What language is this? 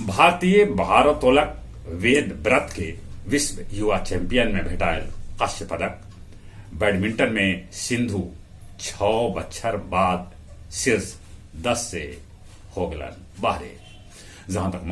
Magahi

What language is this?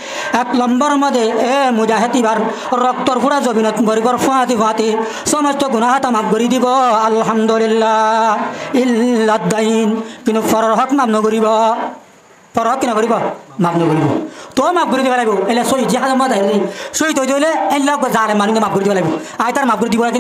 Rohingya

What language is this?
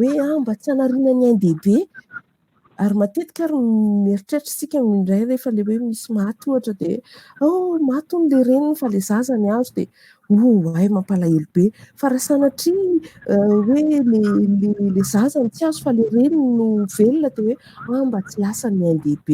Malagasy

